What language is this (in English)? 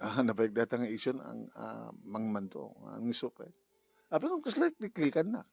Iloko